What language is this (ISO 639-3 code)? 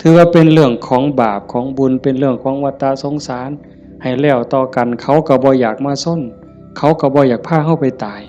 tts